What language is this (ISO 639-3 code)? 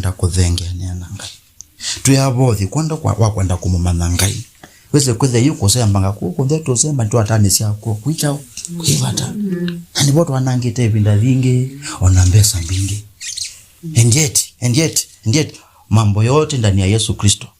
kam